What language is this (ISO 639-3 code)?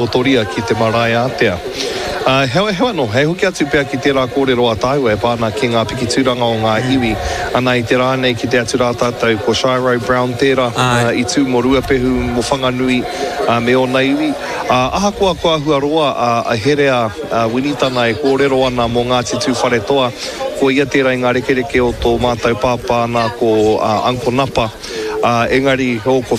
mri